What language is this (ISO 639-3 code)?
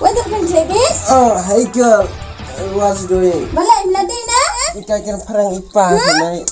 kha